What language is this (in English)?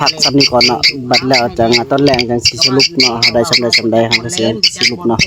Northeastern Thai